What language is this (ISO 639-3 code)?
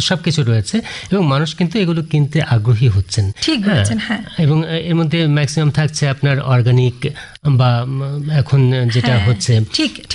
ben